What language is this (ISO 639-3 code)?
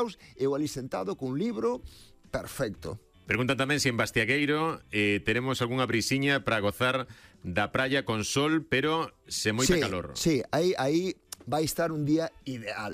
glg